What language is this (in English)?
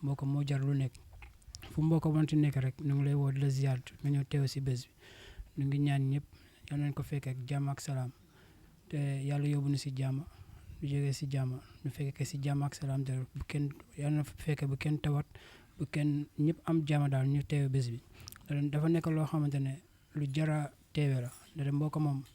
Wolof